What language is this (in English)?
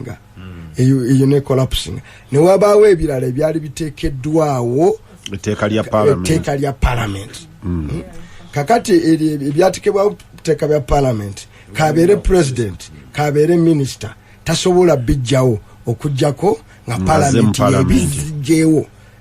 Ganda